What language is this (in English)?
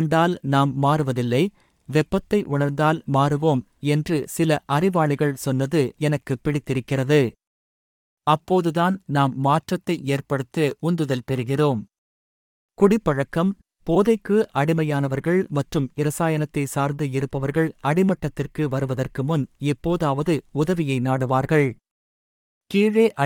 Tamil